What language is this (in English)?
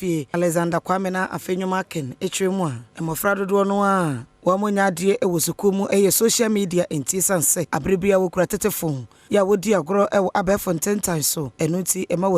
Akan